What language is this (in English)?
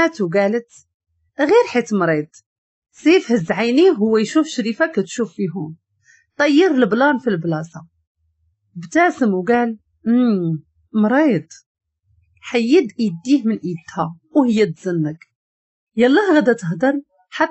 Moroccan Arabic